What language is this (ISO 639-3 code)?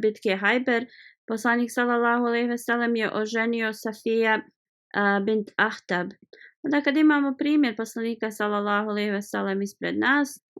bos